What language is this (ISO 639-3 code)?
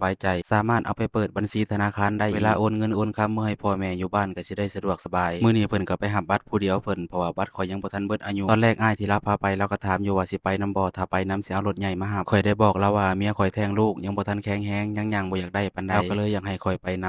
lao